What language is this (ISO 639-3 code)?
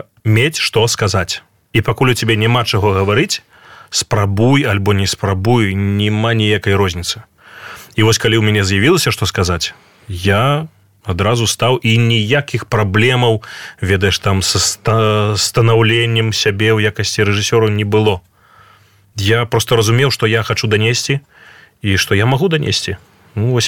bel